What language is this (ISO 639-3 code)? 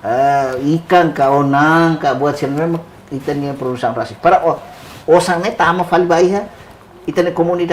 tet